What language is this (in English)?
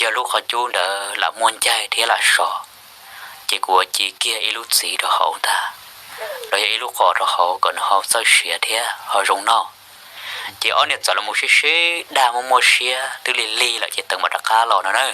Hmong